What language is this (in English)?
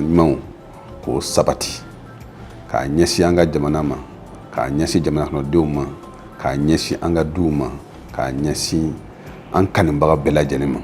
Bambara